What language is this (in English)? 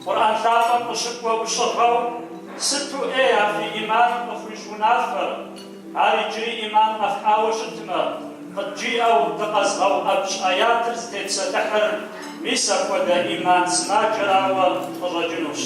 Kabardian